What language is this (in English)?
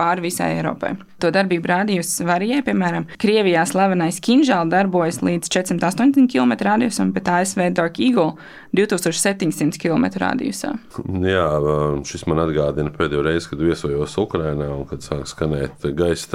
Latvian